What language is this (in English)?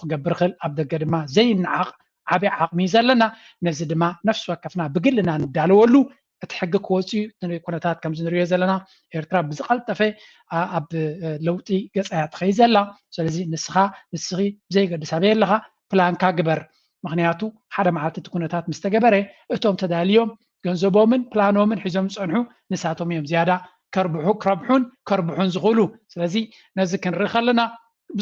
Tigrinya